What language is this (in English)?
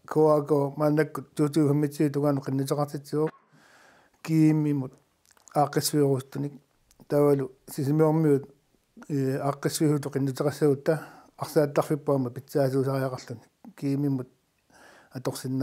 Kalaallisut